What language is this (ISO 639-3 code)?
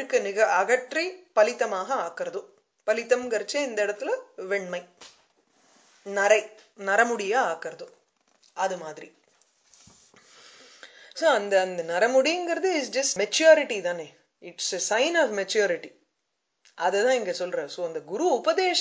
tam